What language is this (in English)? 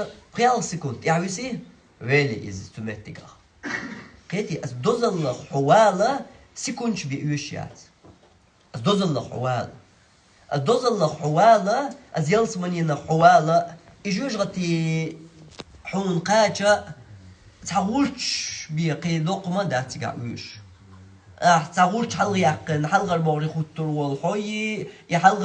Chechen